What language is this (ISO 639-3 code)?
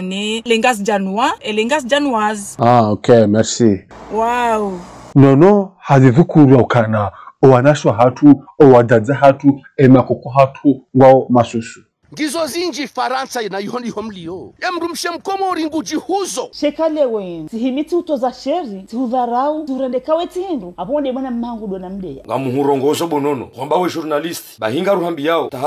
zdj